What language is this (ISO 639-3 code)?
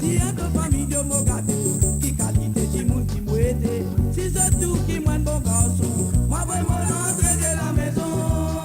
mfe